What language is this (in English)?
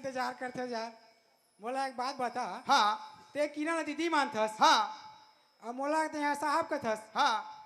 Chhattisgarhi